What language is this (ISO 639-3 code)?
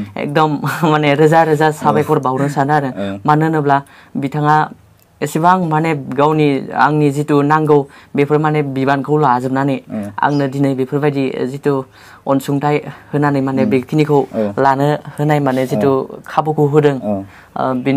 brx